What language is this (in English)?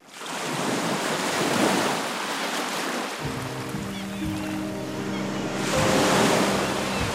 Polish